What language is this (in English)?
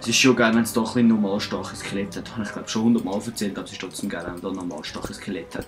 Swiss German